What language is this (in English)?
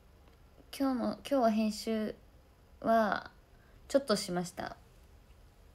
Japanese